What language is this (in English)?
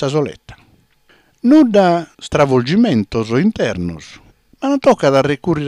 Sardinian